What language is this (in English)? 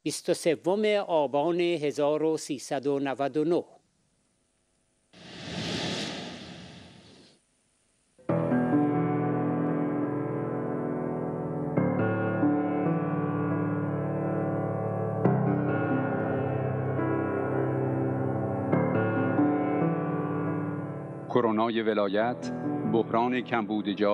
Persian